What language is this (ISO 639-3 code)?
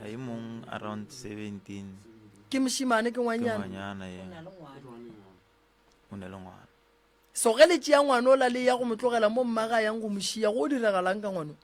nso